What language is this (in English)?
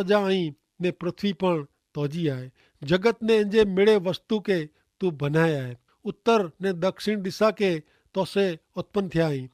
Kachhi